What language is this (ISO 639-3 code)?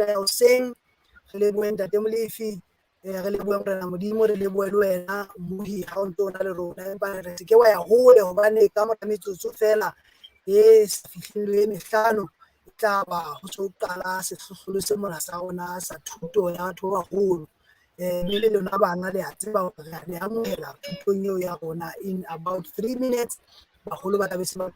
sot